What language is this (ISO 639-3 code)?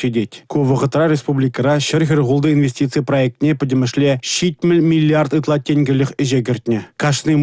chv